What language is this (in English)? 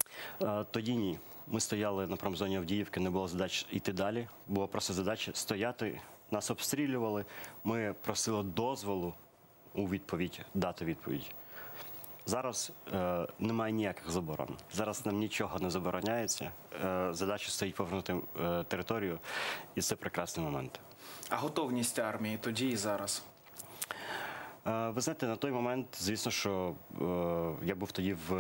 Ukrainian